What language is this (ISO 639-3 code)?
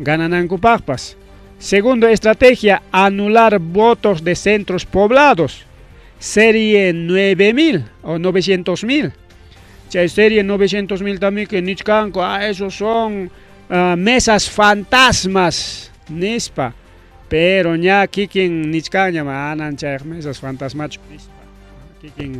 quy